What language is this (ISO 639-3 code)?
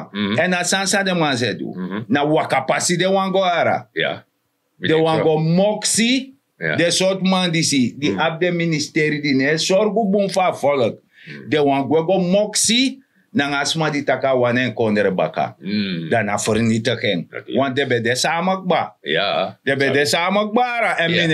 srn